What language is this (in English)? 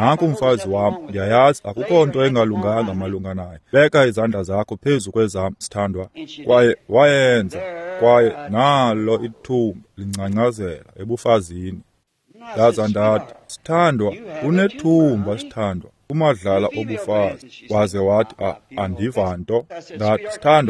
Xhosa